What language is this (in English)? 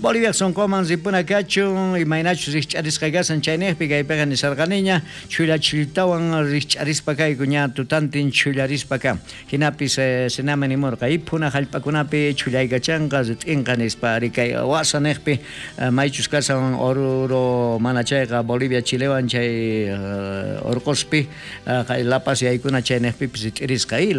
South Bolivian Quechua